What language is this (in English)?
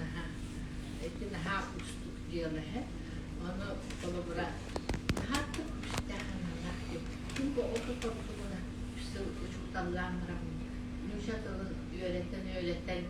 Yakut